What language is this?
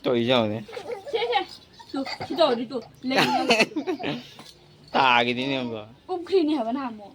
Manipuri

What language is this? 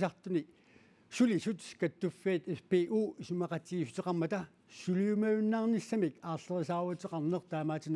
Kalaallisut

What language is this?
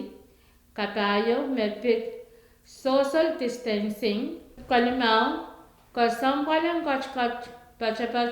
Pohnpeian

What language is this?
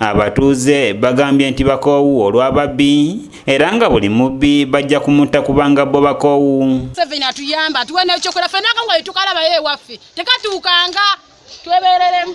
Ganda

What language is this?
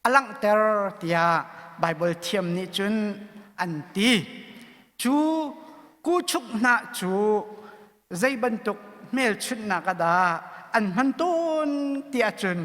Hakha Chin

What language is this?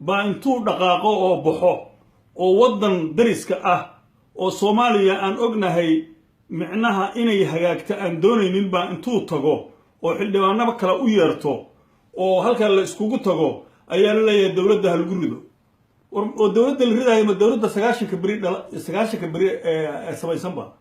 Somali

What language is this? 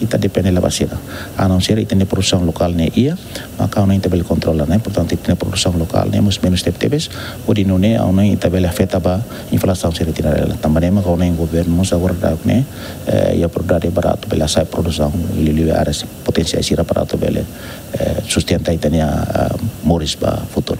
Tetum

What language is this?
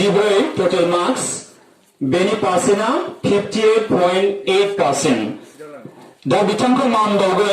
Bodo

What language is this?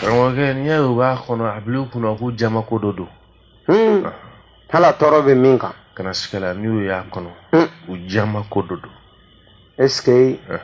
Bambara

